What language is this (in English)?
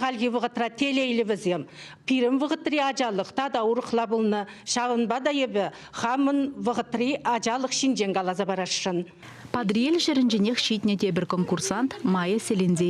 Chuvash